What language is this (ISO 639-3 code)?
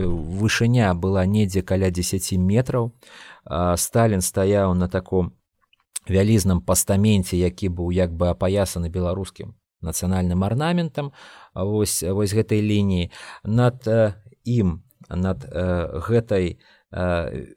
bel